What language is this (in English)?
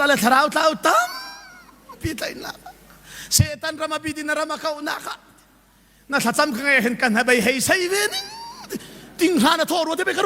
Hakha Chin